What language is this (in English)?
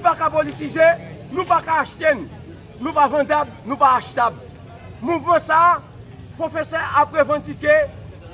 Haitian Creole